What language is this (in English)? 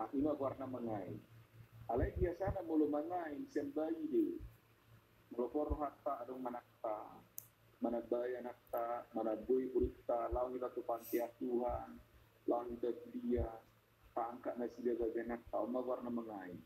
Batak Toba